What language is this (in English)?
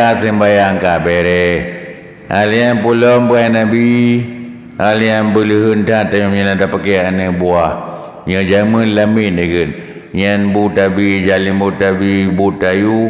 Achinese